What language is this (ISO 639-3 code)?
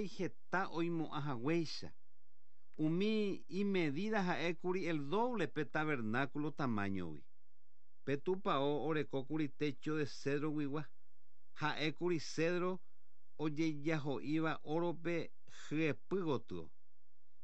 grn